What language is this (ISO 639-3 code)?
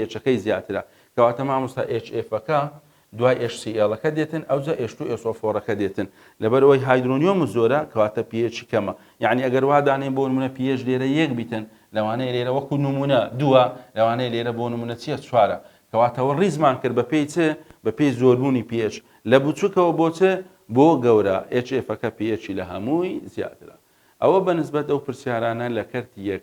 ckb